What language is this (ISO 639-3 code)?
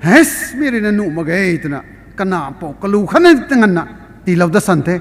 nbu